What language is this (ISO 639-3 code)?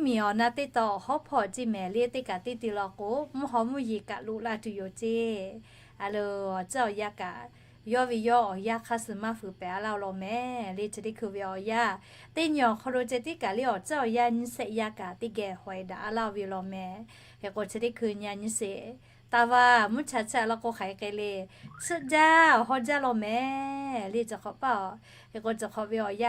lhu